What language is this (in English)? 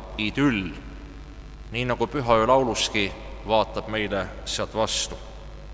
Estonian